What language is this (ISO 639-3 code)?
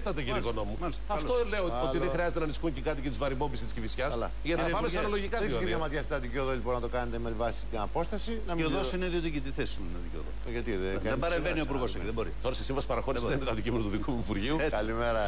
ell